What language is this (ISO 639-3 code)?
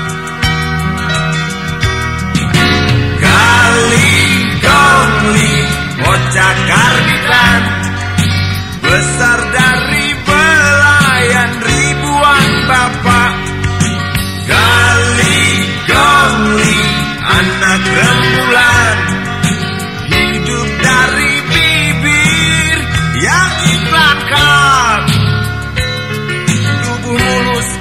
ind